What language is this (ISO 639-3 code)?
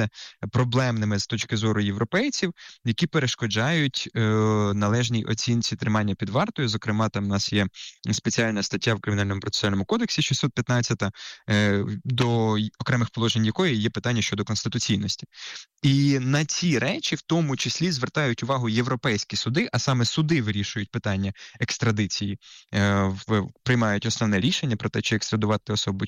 ukr